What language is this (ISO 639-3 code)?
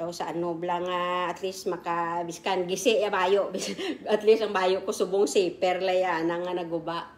krj